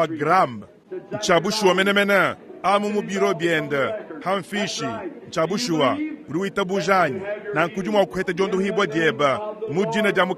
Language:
Luba-Lulua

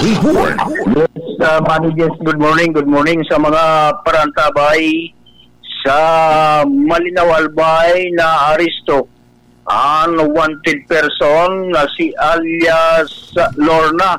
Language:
Bikol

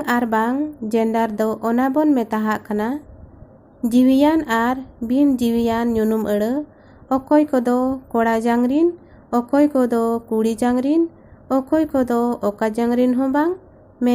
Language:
Santali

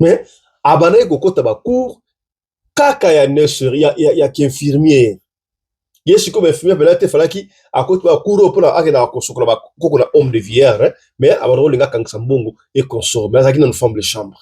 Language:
Lingala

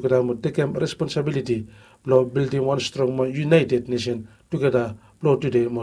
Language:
Bislama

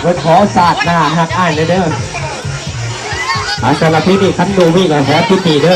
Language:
Lao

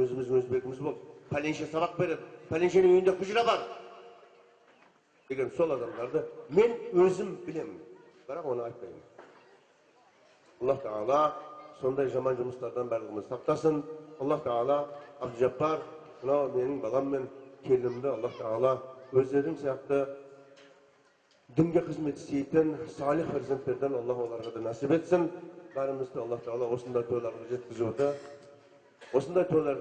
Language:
Kazakh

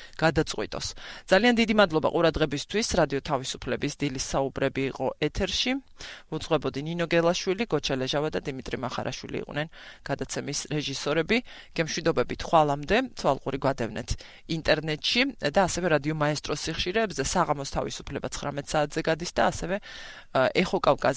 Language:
Georgian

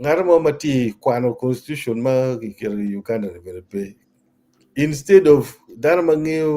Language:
Acoli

